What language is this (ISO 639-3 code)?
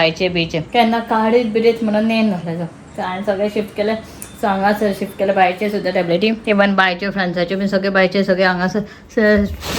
kok